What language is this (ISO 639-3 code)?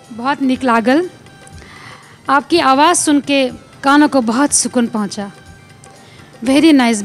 bho